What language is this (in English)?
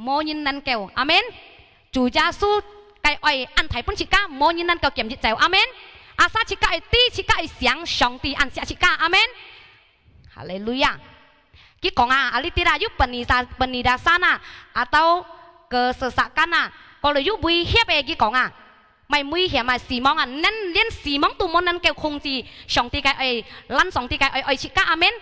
Hakka Chinese